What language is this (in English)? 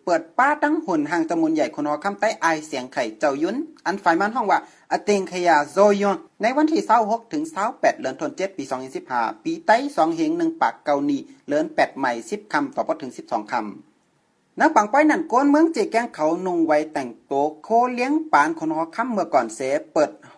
Shan